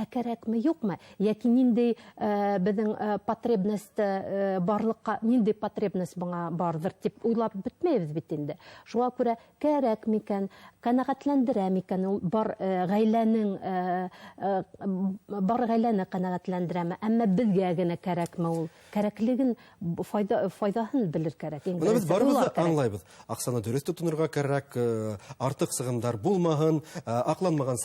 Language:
Bashkir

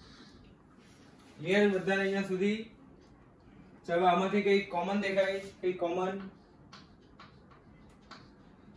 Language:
Gujarati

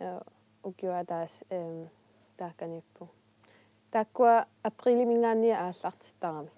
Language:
Kalaallisut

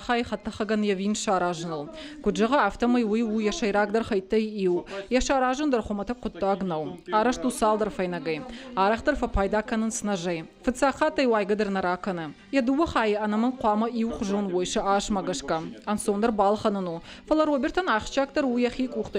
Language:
Ossetic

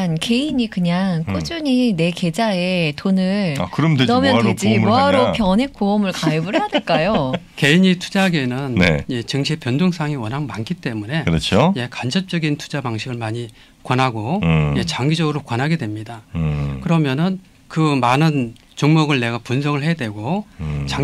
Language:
Korean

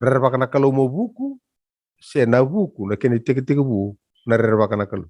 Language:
Fijian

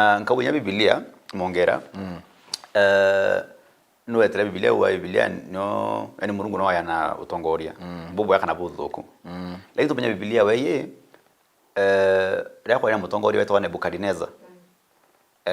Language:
Meru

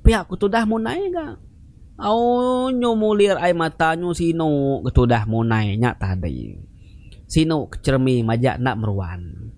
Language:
Iban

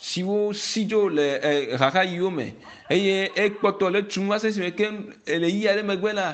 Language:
Ewe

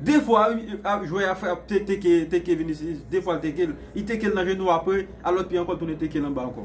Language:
Haitian Creole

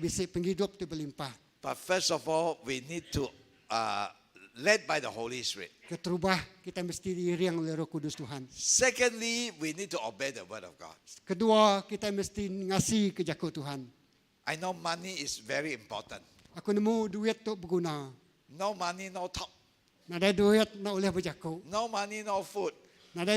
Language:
Iban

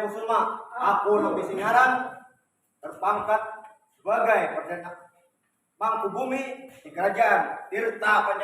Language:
Banjar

